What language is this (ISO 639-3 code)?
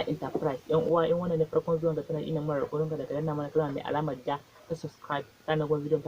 hau